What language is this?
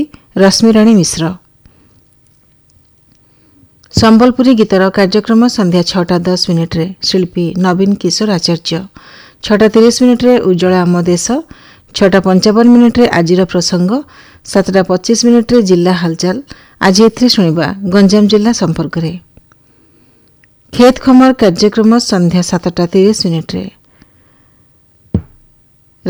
Odia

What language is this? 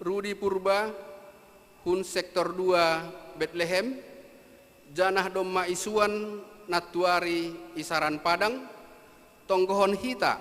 Batak Simalungun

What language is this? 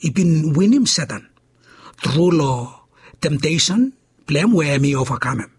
Bislama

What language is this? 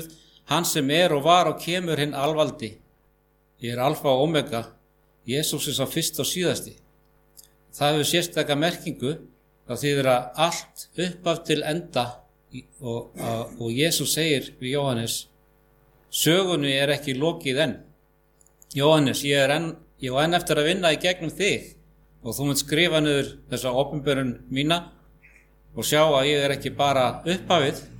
Icelandic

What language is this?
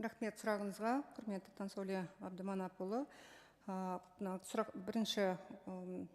Kazakh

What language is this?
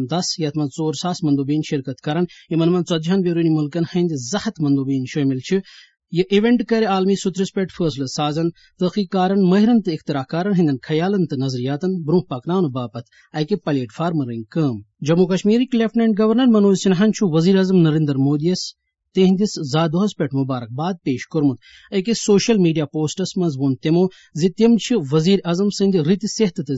Kashmiri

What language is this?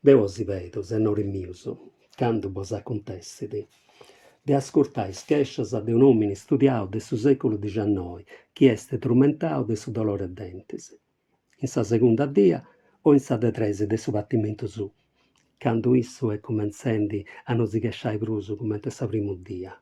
Sardinian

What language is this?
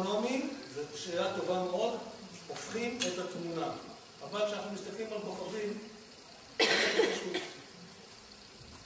Hebrew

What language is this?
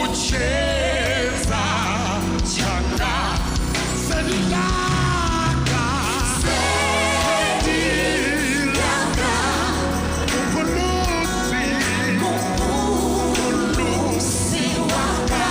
Venda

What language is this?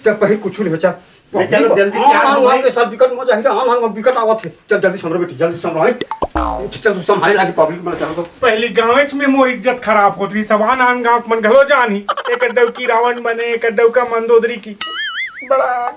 Chhattisgarhi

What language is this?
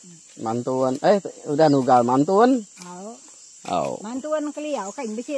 Iban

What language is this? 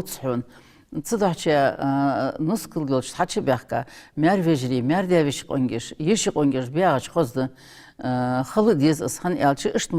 Ingush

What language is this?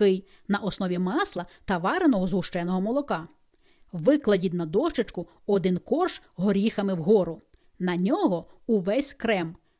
Ukrainian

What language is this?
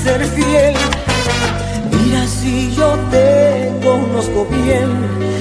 Spanish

